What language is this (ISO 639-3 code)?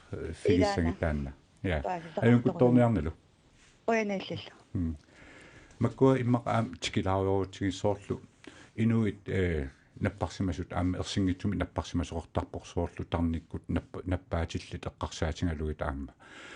kal